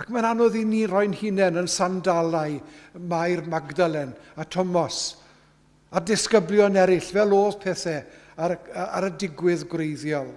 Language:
Welsh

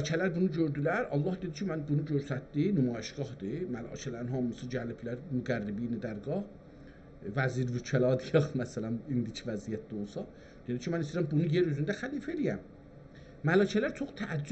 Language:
South Azerbaijani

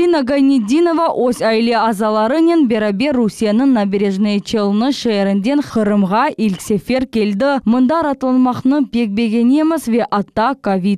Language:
Crimean Tatar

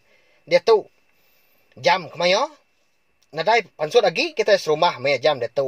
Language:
Iban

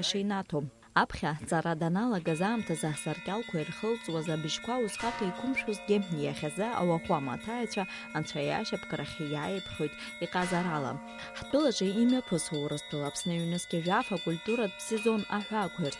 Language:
Abkhazian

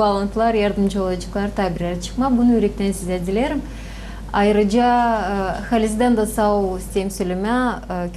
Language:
Gagauz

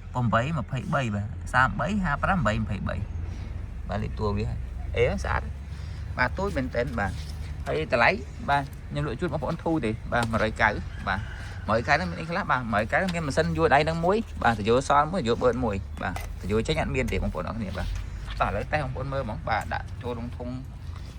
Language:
Khmer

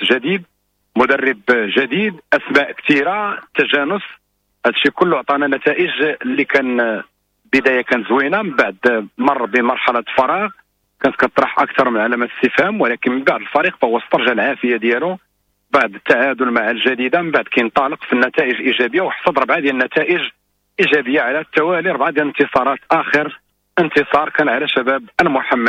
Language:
Moroccan Arabic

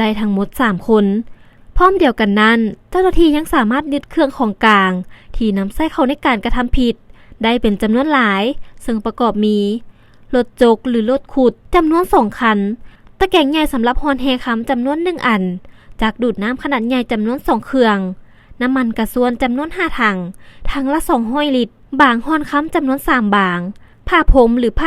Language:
Lao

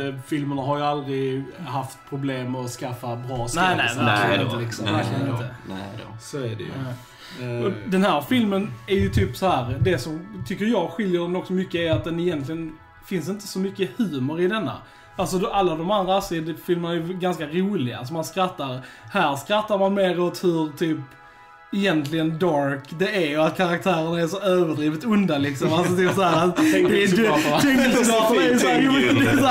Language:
Swedish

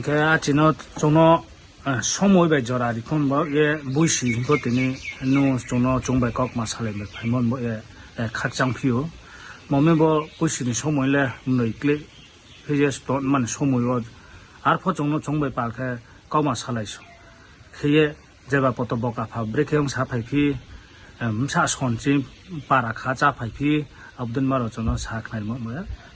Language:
Riang (India)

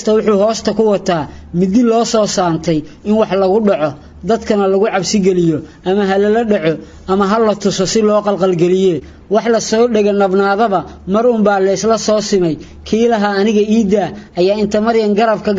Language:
Somali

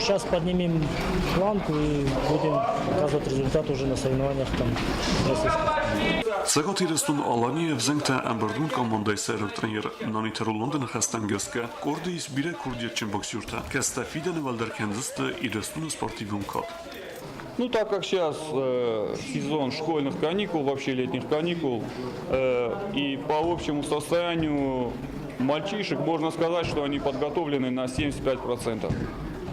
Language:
Ossetic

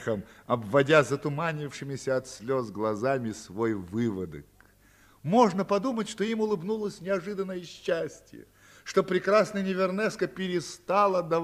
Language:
Russian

